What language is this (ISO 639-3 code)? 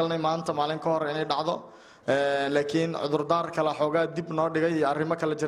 som